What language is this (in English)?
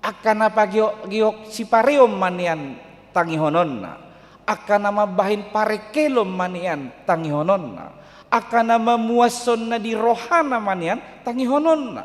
Batak Toba